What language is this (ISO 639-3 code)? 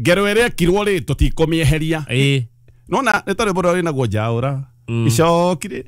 kik